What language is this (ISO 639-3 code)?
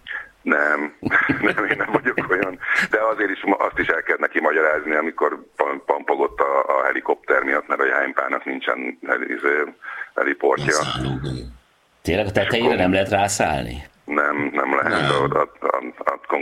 hun